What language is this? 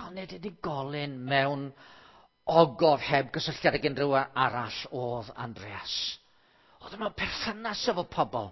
Welsh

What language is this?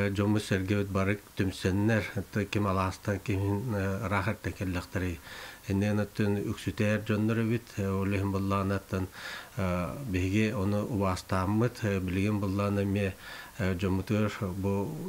Yakut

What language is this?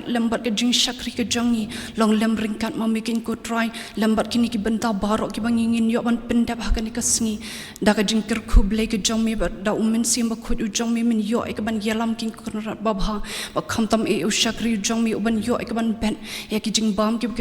Khasi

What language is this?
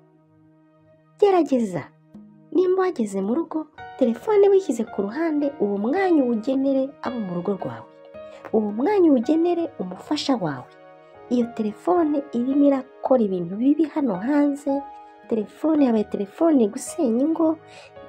Kinyarwanda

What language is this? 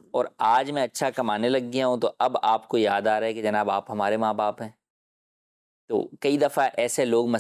Urdu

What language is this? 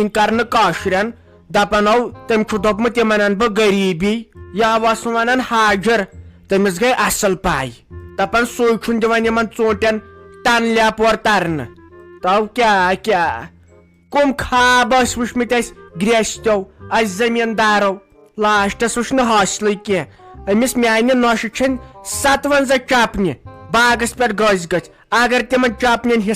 Kashmiri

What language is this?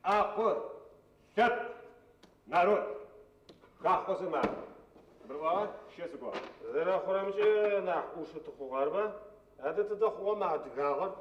Adyghe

